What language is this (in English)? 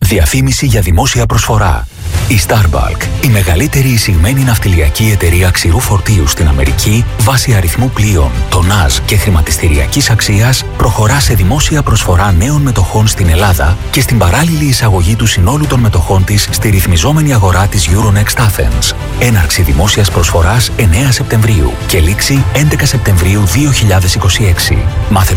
Greek